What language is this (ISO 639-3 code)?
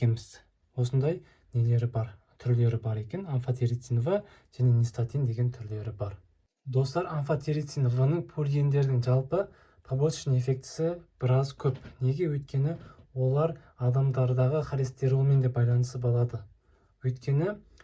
kaz